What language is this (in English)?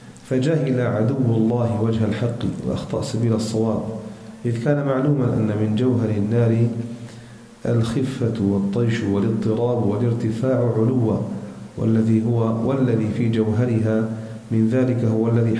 Arabic